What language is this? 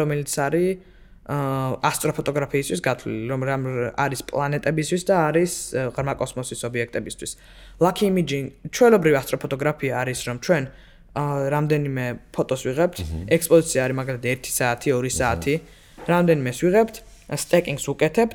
Georgian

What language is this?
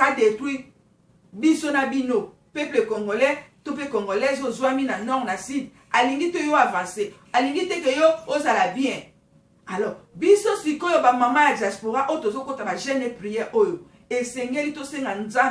Lingala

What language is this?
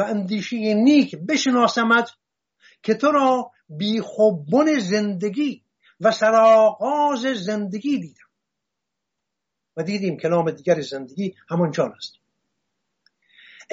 Persian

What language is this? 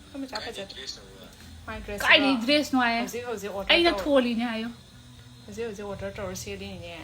Manipuri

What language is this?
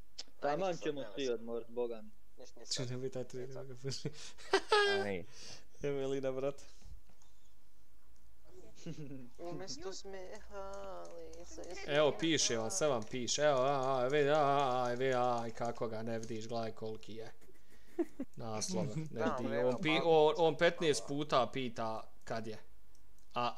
Bosnian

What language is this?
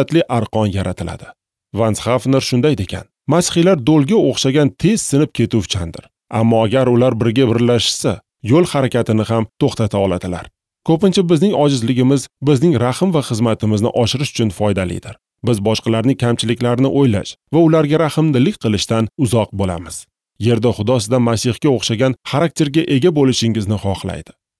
Uzbek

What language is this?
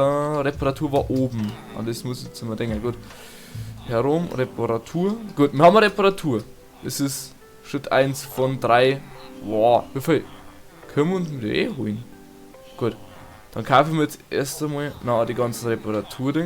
Bavarian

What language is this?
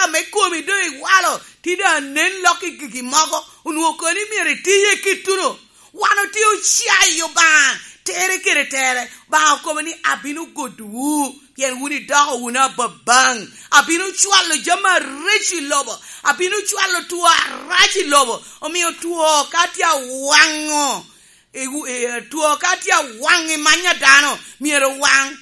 Lango (Uganda)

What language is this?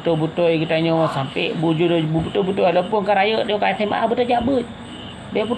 Achinese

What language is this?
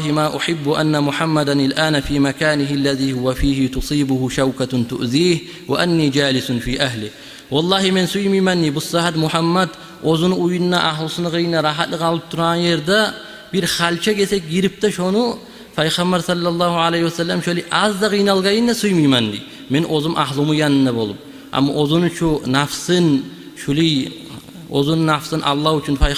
Kumyk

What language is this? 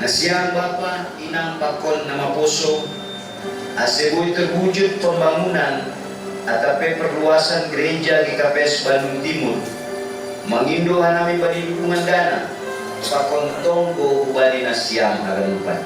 Batak Simalungun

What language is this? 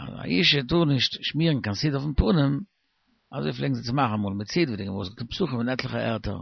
Yiddish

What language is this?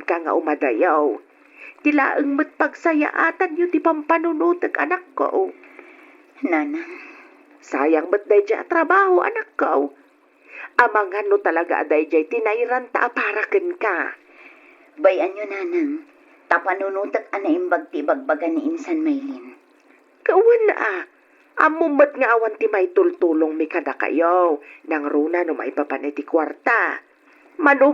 Iloko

